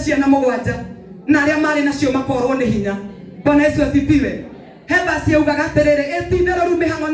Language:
Kikuyu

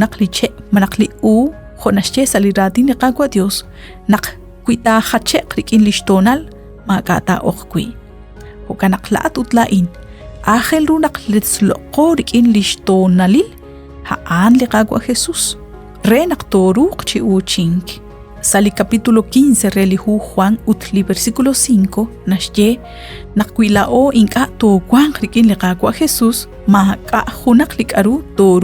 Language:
Kekchí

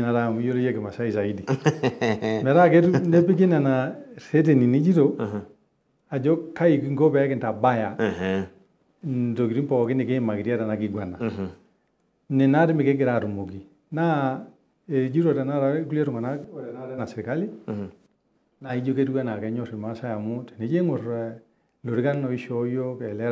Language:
Masai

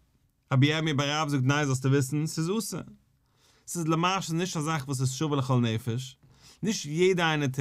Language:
Yiddish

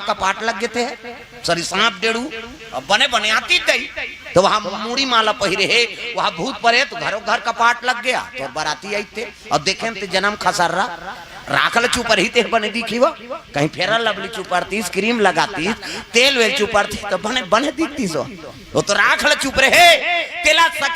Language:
Chhattisgarhi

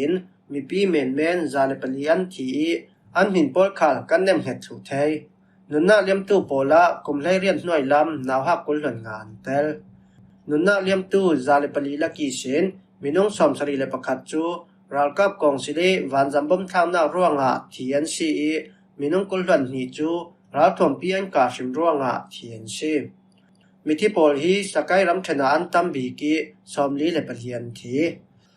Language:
Falam Chin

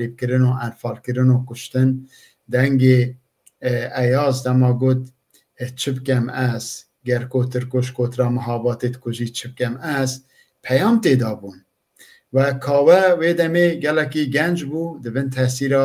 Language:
Kurdish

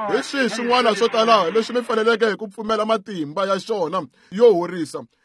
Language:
Tsonga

